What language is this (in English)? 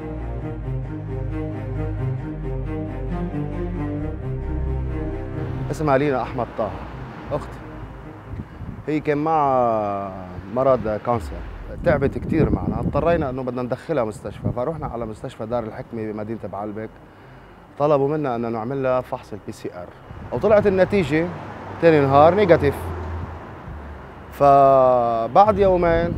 North Levantine Arabic